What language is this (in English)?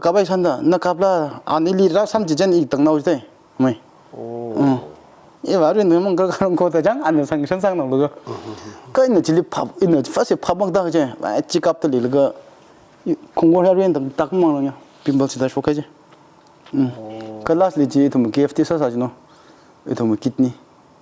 Tangkhul Naga (India)